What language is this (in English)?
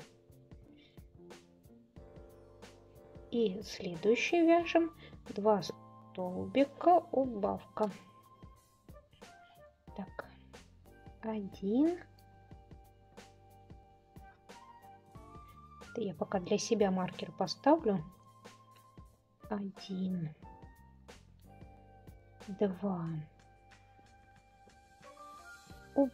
Russian